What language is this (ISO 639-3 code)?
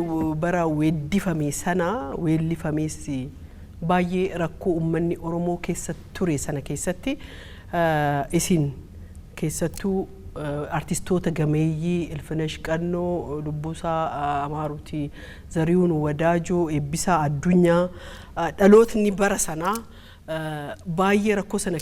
orm